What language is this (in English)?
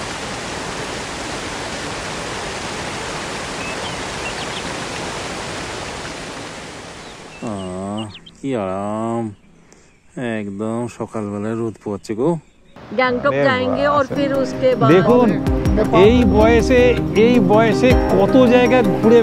Bangla